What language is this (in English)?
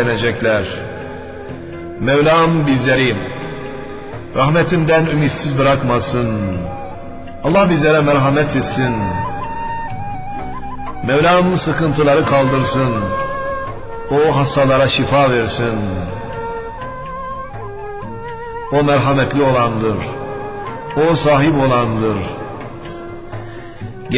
Turkish